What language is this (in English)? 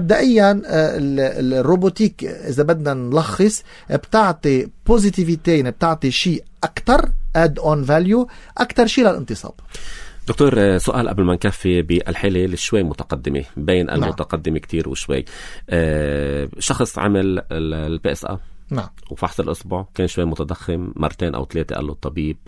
North Levantine Arabic